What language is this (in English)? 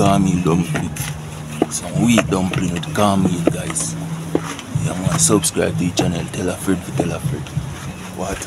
Jamaican Creole English